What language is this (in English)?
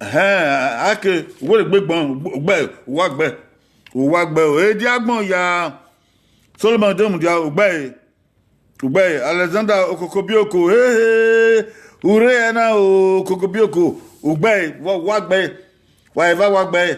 Bini